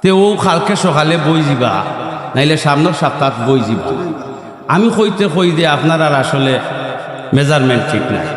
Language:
Sylheti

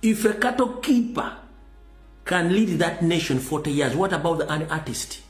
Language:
Ganda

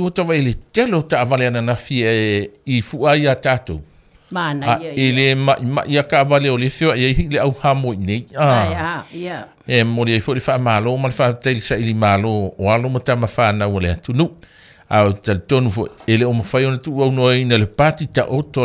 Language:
Samoan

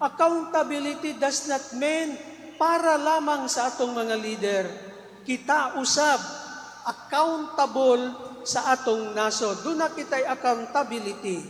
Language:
Cebuano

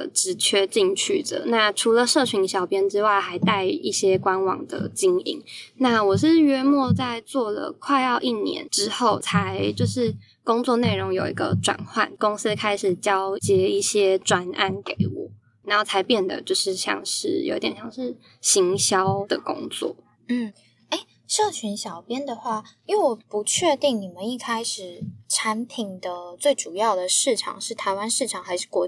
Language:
Chinese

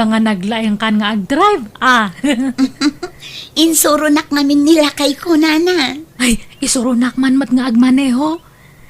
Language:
Iloko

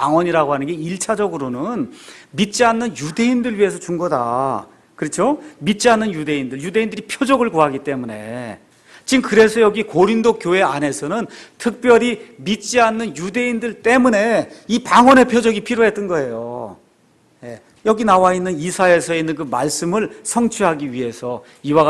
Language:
Korean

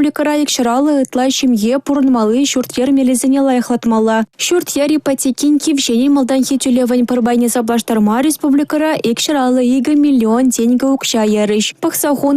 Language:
Chuvash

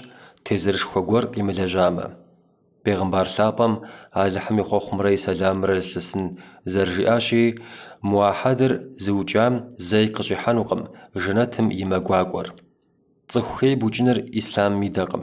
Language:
Kabardian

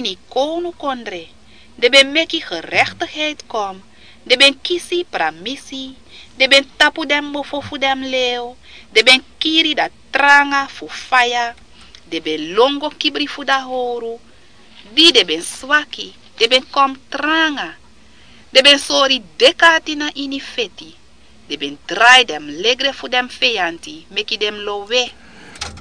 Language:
Sranan Tongo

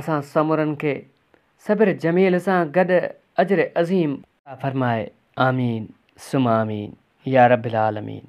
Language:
Sindhi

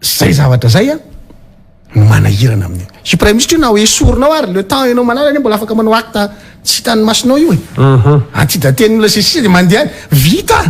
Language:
Malagasy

